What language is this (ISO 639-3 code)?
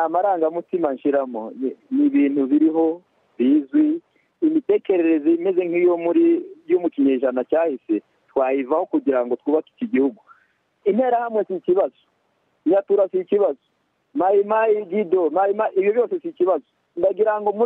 kin